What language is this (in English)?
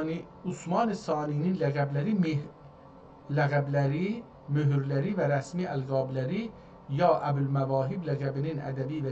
South Azerbaijani